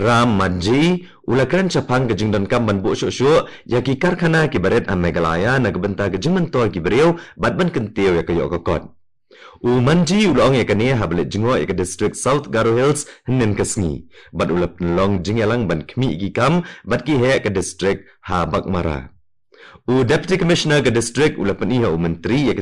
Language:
Khasi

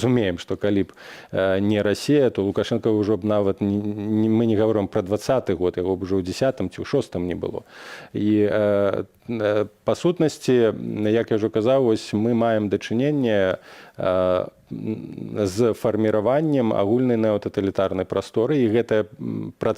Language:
Belarusian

